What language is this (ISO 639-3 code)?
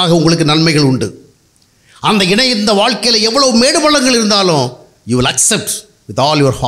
tam